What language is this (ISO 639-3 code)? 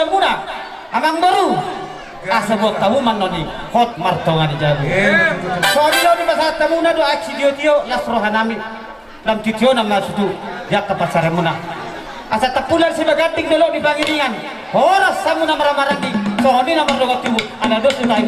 bbc